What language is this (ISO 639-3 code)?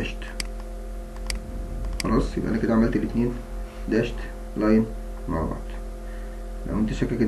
arz